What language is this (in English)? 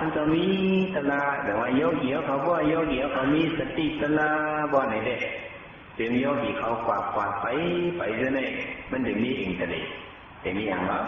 Shan